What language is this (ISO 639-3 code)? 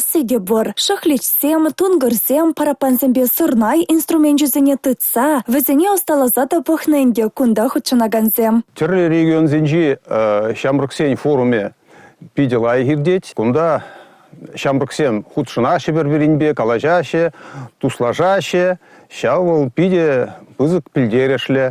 chv